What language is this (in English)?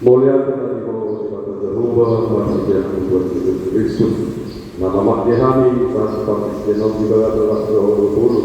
Batak Toba